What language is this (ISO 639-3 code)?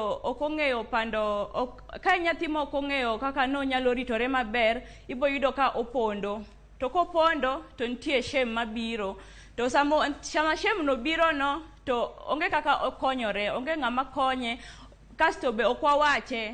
luo